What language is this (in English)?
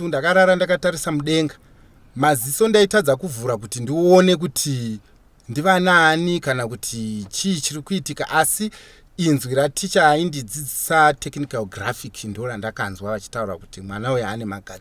Shona